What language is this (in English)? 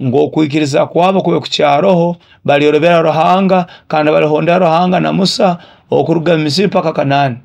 Nyoro